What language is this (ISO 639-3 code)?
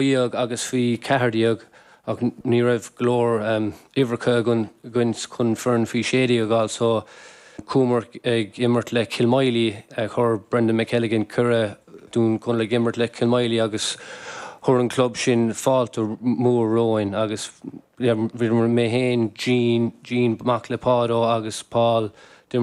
gle